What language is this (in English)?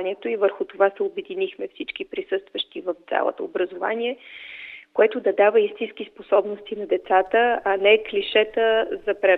Bulgarian